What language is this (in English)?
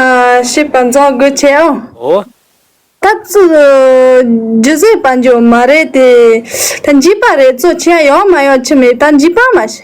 Tibetan